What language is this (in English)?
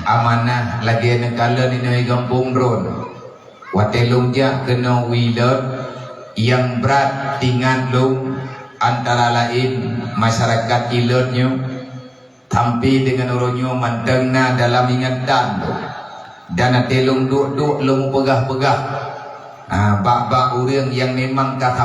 Achinese